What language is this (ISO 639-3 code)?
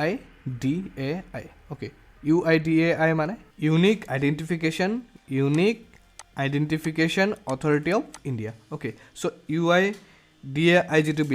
asm